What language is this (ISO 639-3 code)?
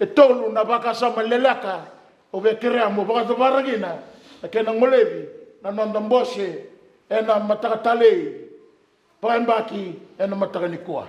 fij